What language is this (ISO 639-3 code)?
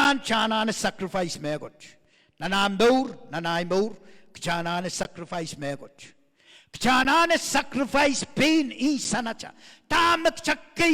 pon